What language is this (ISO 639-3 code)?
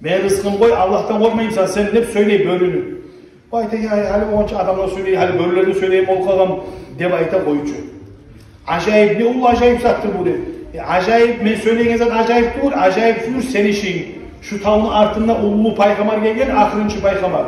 kum